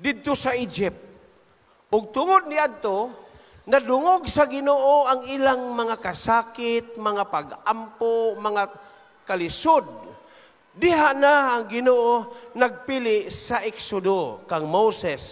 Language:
Cebuano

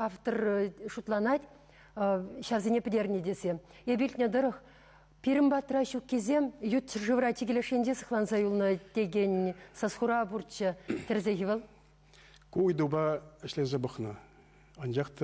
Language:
Chuvash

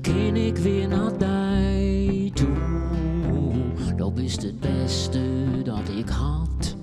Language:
Western Frisian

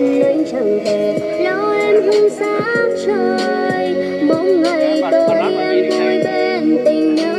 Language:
Vietnamese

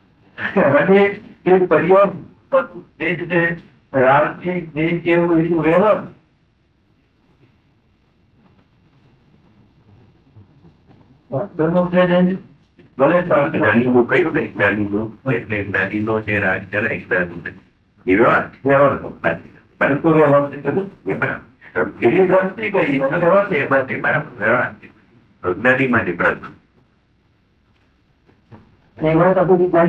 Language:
Gujarati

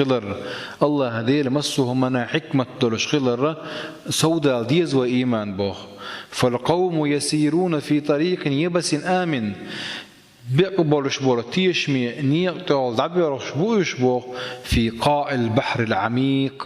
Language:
Chechen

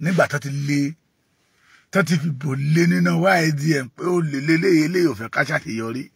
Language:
Yoruba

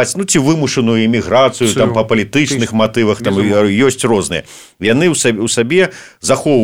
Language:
Belarusian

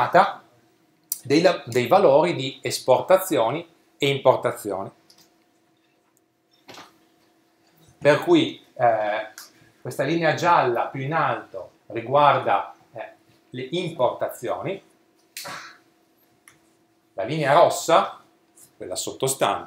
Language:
Italian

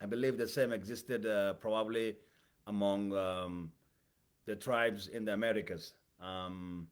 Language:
English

